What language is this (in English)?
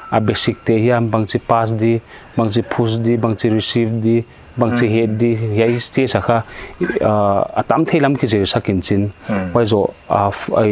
Paite Chin